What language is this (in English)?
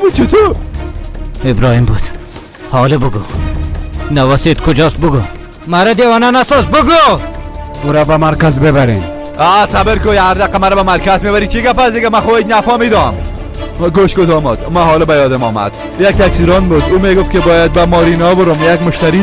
Persian